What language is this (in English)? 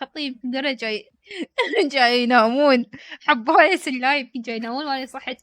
Mesopotamian Arabic